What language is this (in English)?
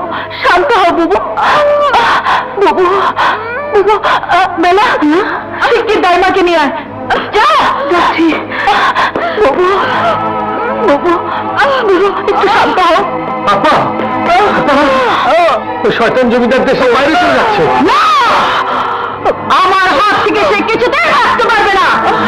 Bangla